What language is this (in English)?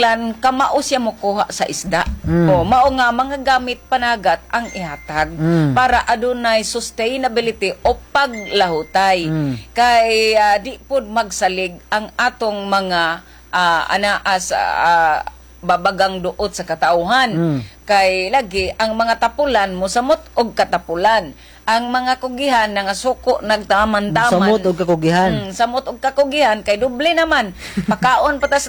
Cebuano